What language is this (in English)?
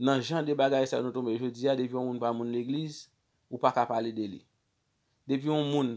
Haitian Creole